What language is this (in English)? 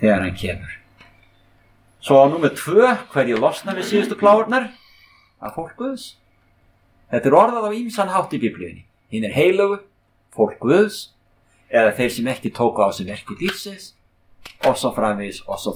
Icelandic